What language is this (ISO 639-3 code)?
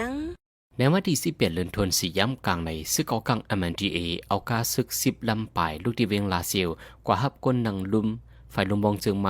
shn